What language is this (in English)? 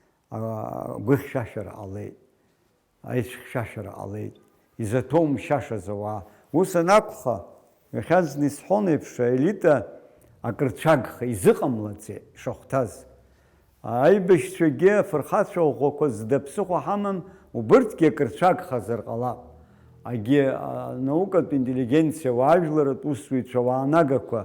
Abkhazian